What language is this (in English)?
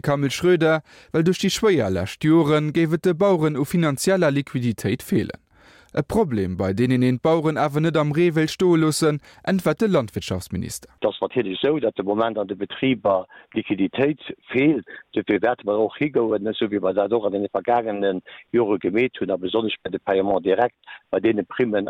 Luxembourgish